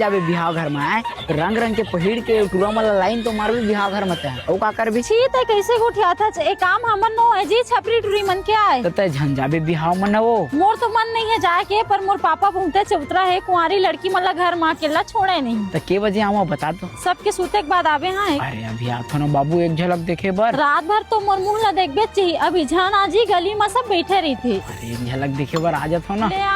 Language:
Chhattisgarhi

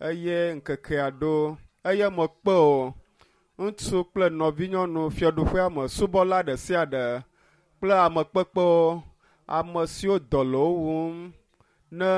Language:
Ewe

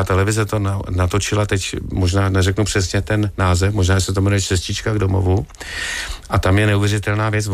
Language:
Czech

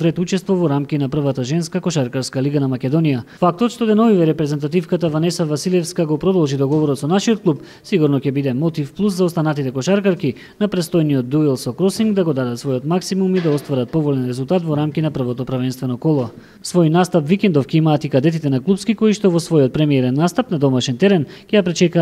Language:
Macedonian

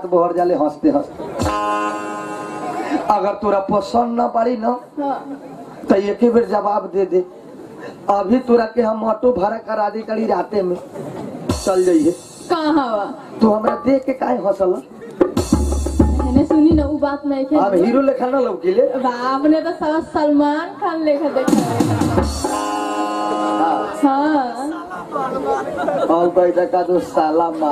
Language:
Bhojpuri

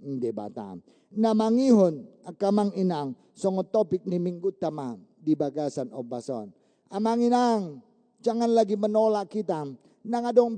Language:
Batak Toba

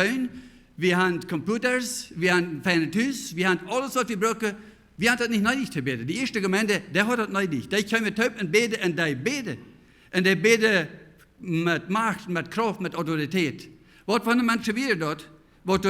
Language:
Plautdietsch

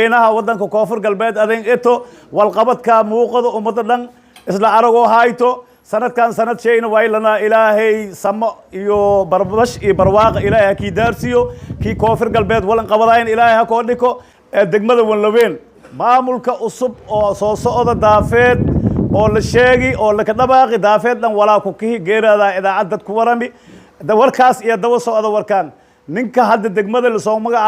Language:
Somali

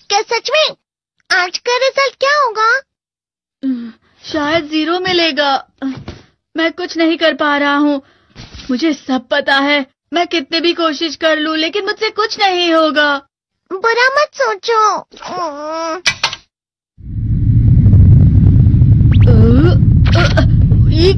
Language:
Hindi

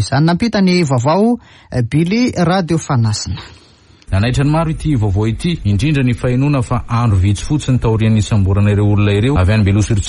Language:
Malagasy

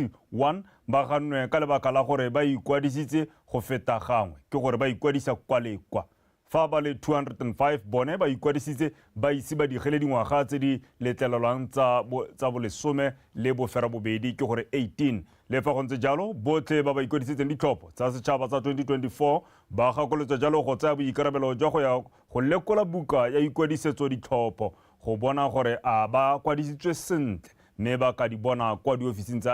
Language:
Tswana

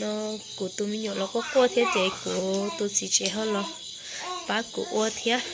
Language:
Hmong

